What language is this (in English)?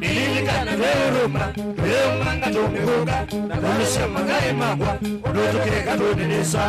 Kamba